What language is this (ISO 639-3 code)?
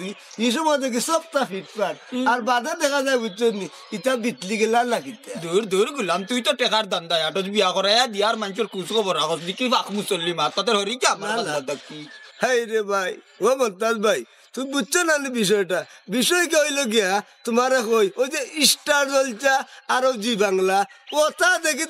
syl